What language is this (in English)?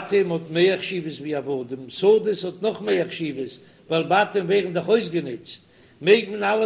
Yiddish